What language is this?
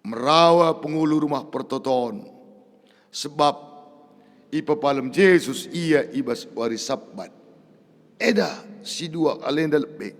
Batak Karo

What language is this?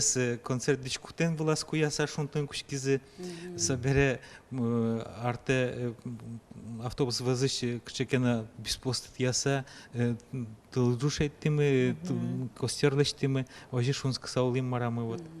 Udmurt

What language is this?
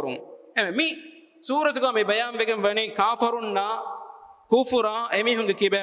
Divehi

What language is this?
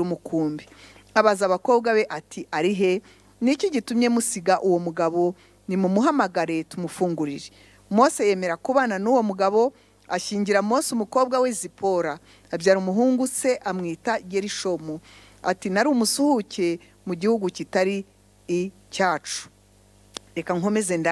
Kinyarwanda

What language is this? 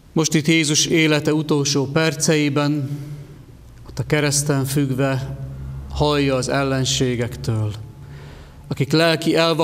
Hungarian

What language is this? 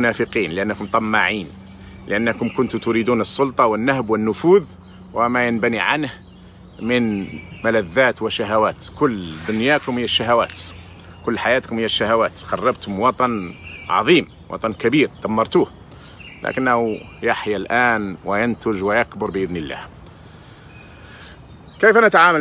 Arabic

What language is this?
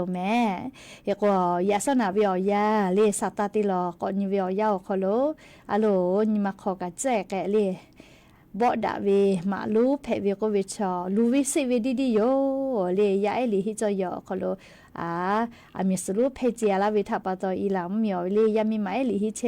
Lahu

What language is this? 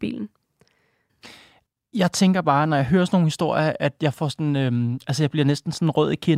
Danish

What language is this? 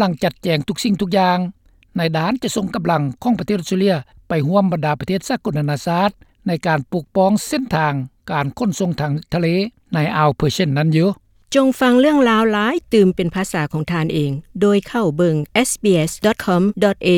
Lao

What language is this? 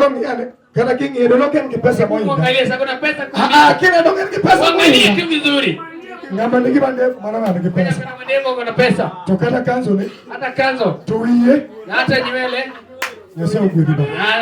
Luo (Kenya and Tanzania)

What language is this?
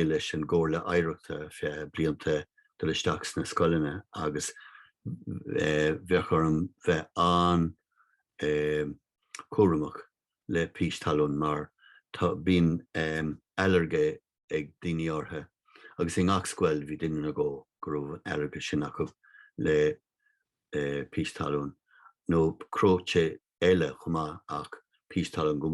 Irish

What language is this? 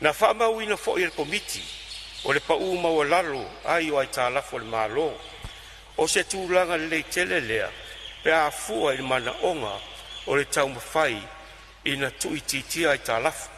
Samoan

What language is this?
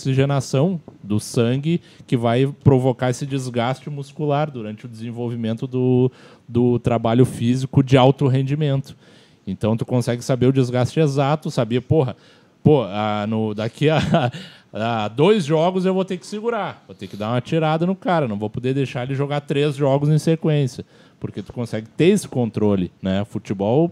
Portuguese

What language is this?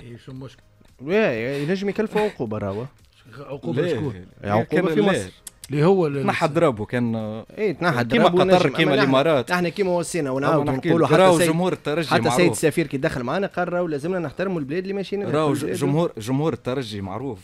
Tunisian Arabic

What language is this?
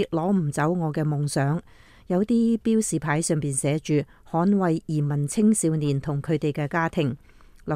Cantonese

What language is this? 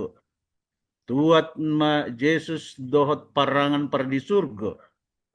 Batak Toba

